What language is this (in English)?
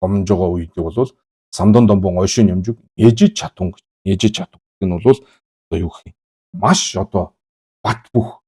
Mongolian